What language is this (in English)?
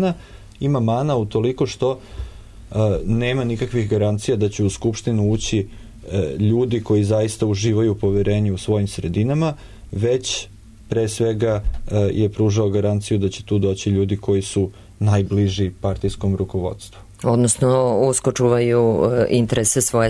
Serbian